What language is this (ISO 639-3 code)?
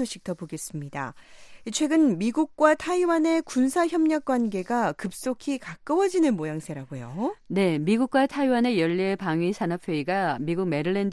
kor